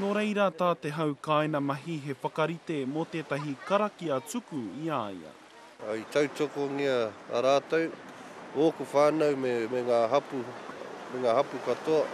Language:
Māori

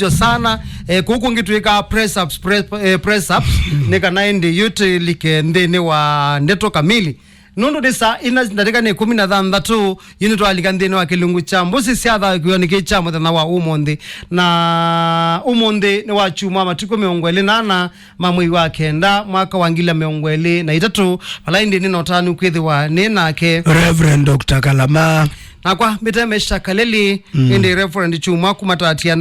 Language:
Kamba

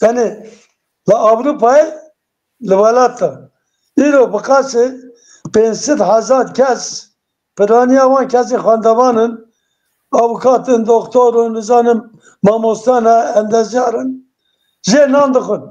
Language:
Kurdish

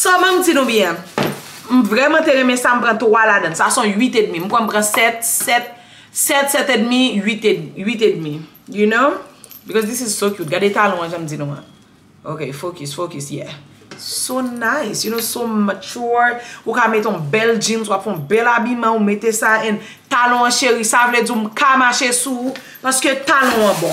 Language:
Haitian Creole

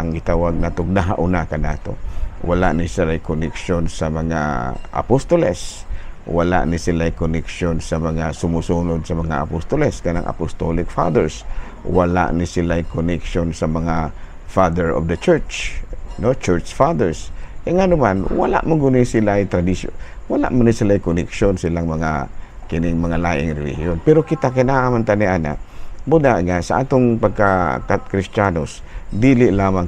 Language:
Cebuano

